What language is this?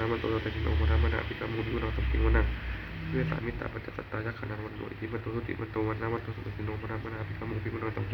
Pali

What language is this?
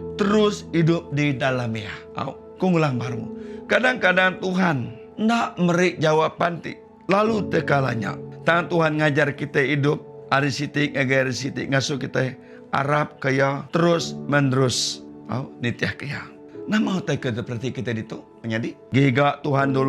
Iban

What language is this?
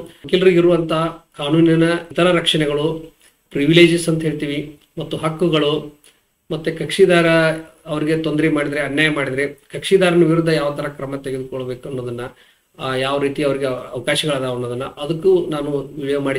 Kannada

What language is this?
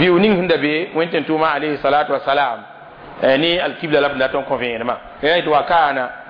Mossi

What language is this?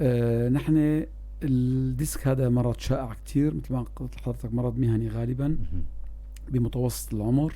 North Levantine Arabic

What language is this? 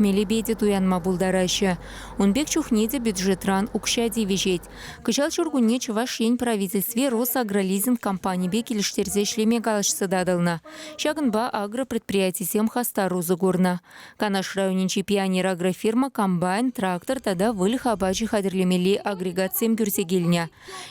Chuvash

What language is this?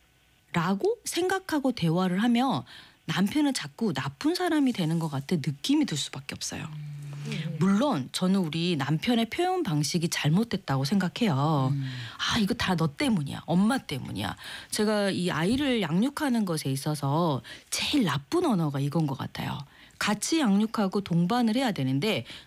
Korean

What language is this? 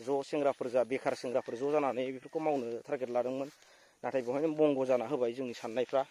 Bodo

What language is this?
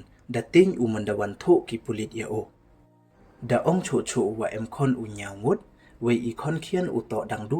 Pnar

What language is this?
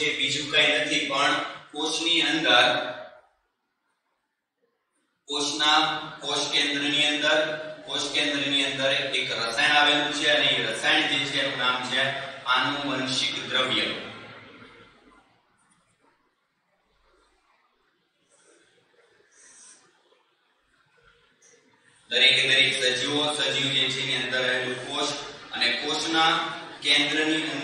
Gujarati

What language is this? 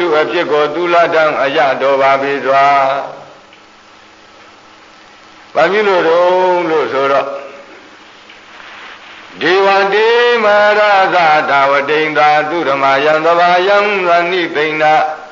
Burmese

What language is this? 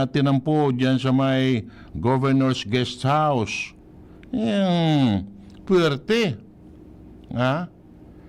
Bikol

